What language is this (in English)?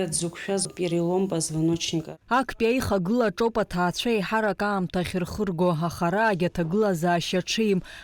Abkhazian